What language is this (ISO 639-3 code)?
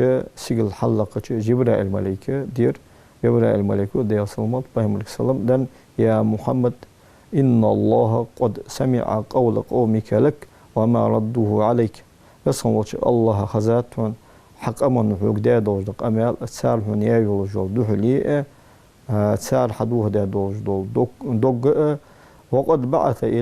inh